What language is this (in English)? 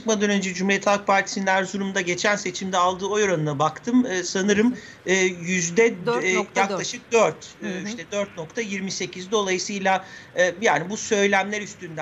Turkish